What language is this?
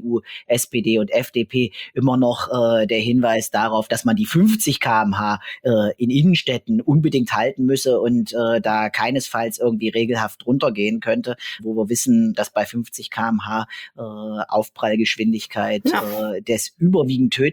German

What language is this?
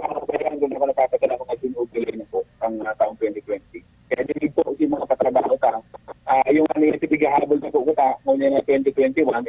Bikol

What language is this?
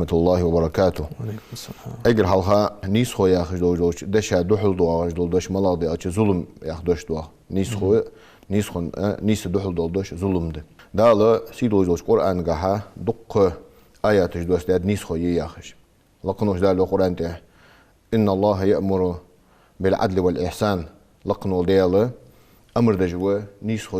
Ingush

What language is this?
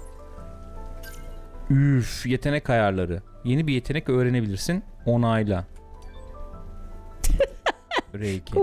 Turkish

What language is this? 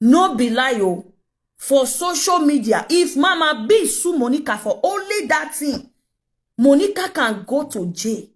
Nigerian Pidgin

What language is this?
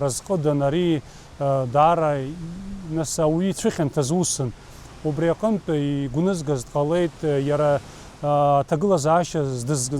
Abkhazian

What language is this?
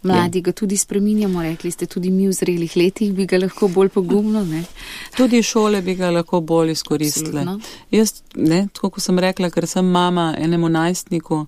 Slovenian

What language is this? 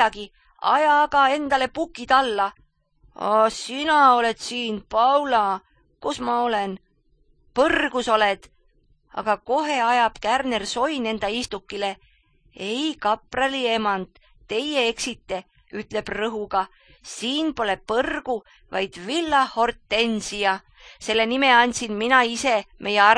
Estonian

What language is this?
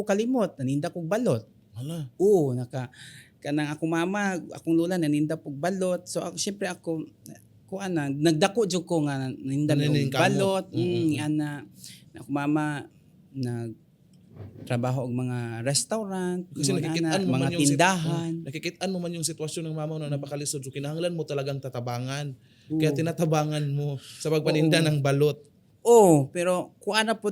Cebuano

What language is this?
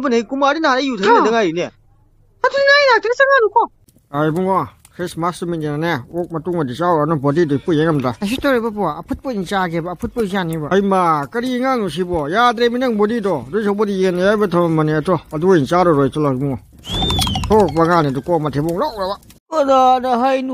Manipuri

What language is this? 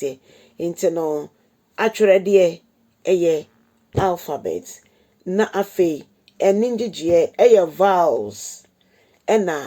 Akan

